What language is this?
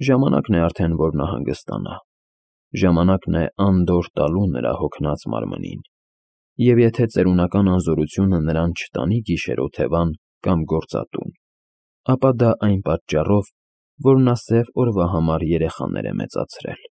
Armenian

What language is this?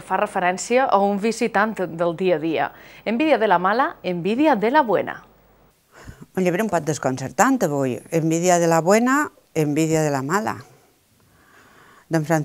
Catalan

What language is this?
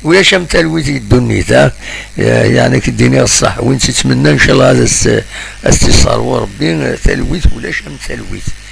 Kabyle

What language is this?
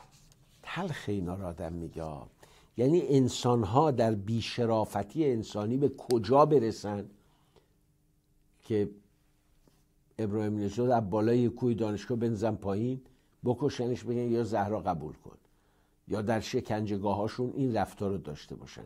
Persian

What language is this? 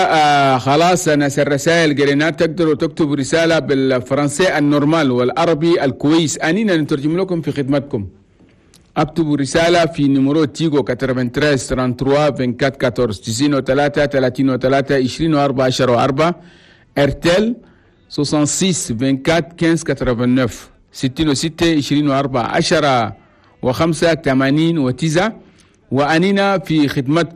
Chadian Arabic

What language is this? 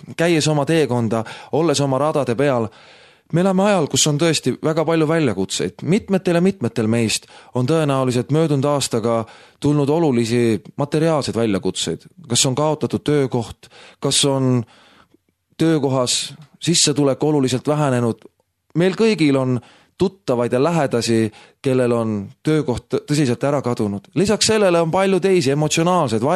Estonian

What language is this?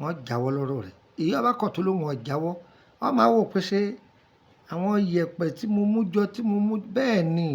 Yoruba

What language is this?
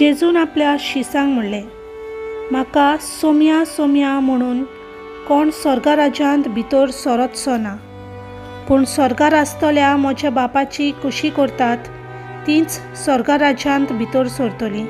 Konkani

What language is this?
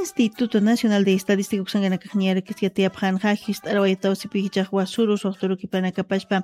Aymara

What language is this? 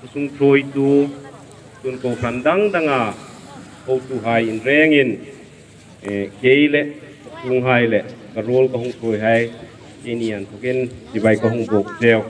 Hmar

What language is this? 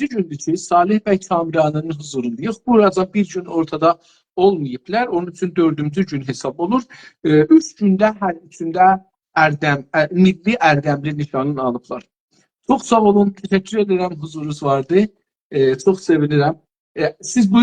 South Azerbaijani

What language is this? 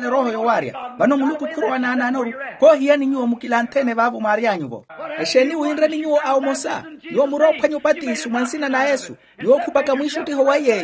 Makhuwa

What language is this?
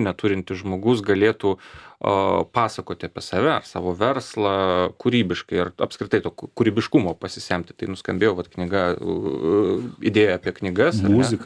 Lithuanian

